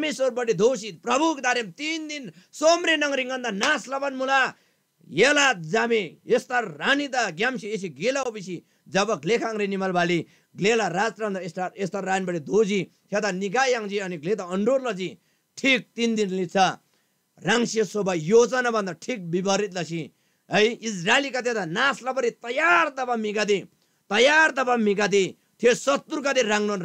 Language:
Eastern Tamang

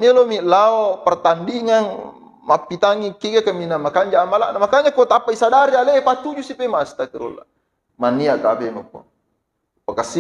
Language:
Buginese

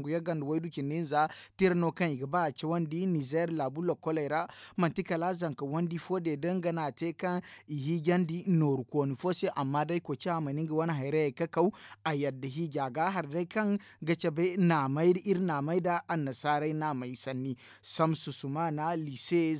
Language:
Zarma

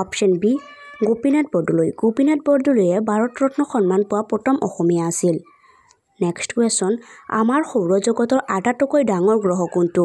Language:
Assamese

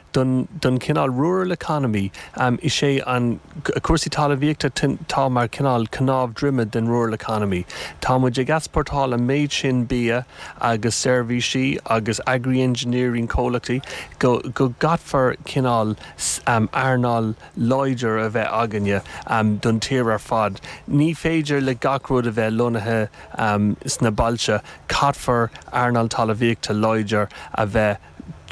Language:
Irish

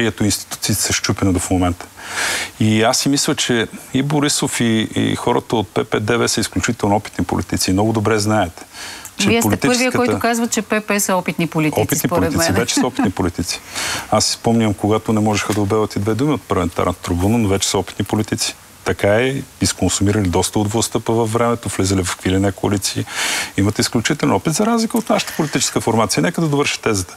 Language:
Bulgarian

